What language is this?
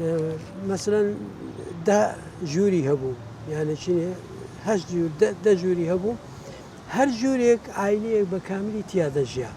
Central Kurdish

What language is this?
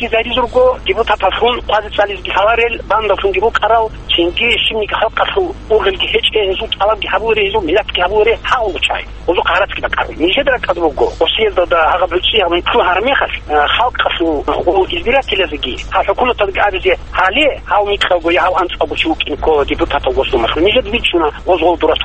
Avaric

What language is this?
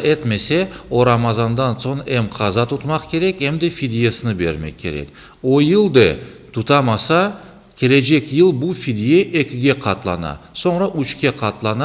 Crimean Tatar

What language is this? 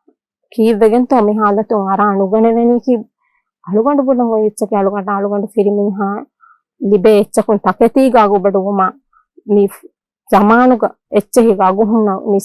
Divehi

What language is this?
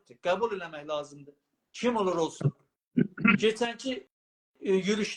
South Azerbaijani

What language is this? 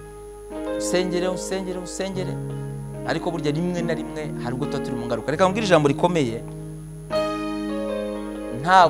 Kinyarwanda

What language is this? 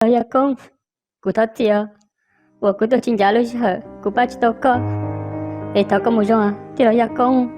Hmong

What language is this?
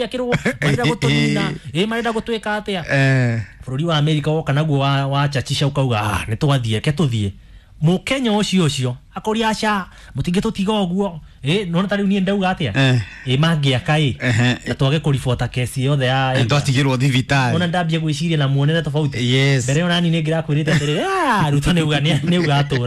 Kikuyu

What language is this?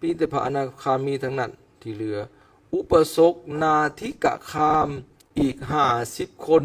Lao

